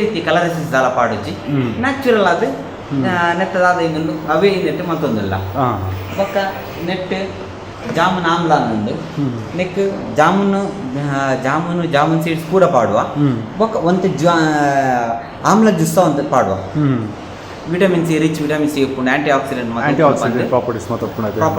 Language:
Tulu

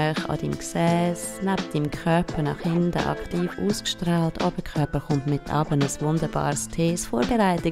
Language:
Swiss German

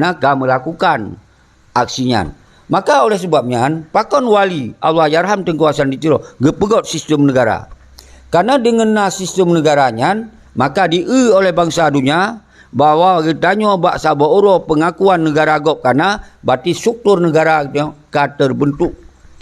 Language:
Achinese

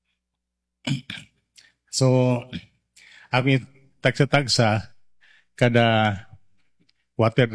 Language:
Cebuano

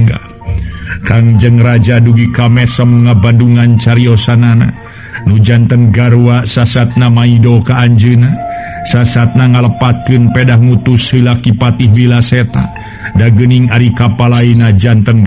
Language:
Sundanese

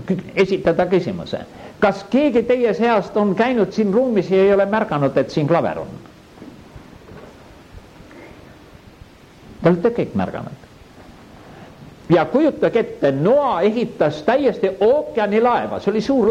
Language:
Estonian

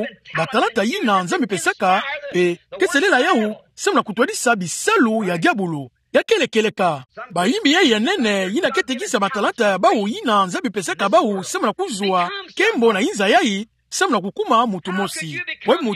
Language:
Kituba (Democratic Republic of Congo)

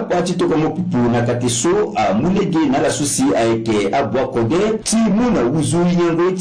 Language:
Sango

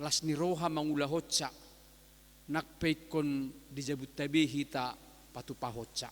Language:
Batak Toba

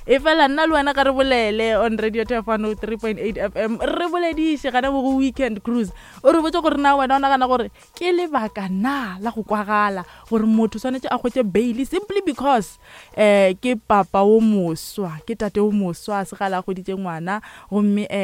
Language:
Northern Sotho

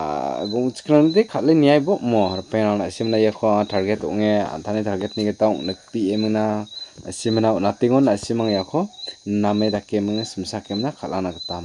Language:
Garo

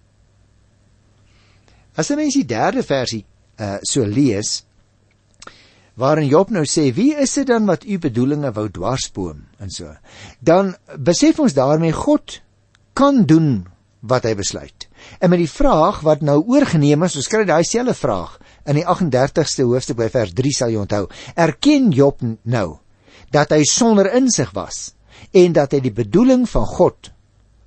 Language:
Afrikaans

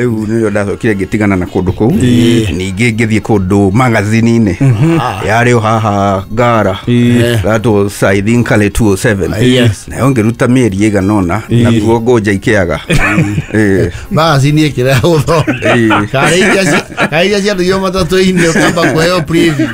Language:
Kikuyu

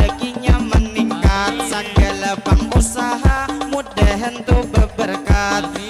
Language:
Banjar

